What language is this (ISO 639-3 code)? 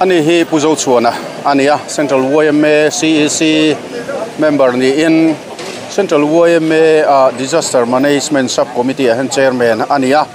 lus